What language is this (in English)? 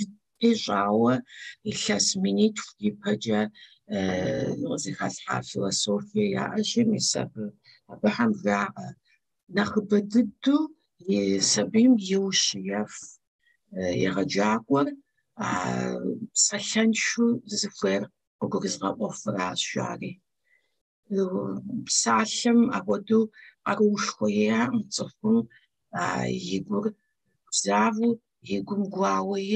Kabardian